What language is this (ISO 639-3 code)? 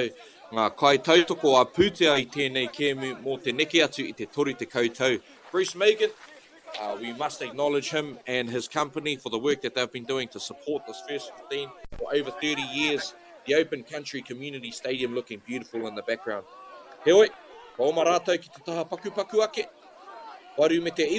mri